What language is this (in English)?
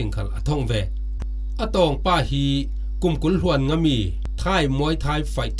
Falam Chin